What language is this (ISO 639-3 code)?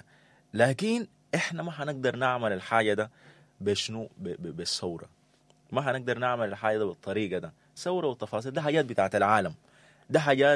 apd